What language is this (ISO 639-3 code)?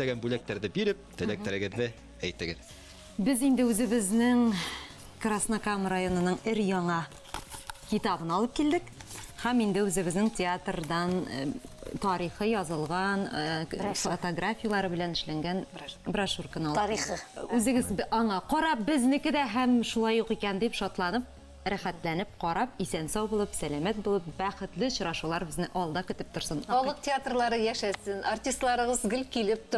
bak